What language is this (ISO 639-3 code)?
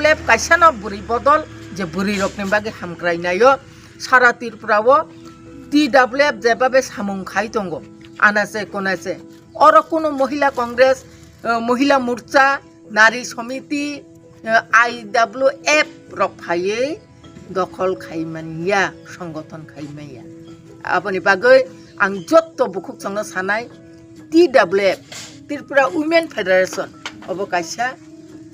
trp